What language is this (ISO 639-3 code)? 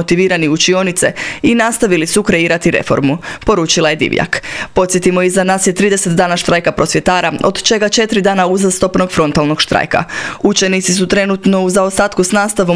hrv